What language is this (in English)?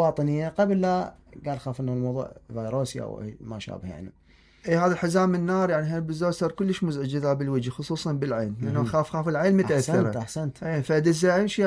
Mesopotamian Arabic